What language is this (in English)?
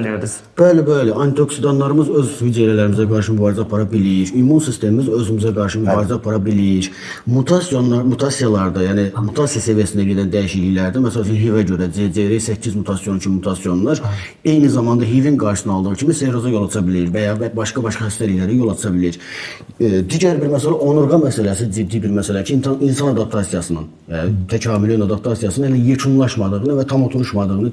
Azerbaijani